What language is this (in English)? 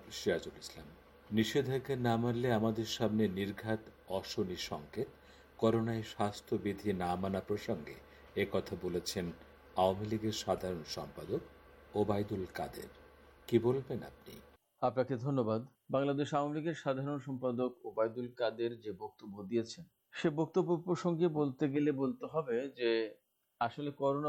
Bangla